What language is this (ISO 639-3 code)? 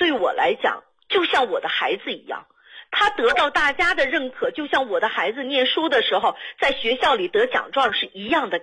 zho